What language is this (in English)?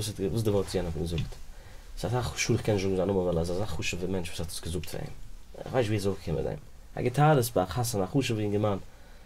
Yiddish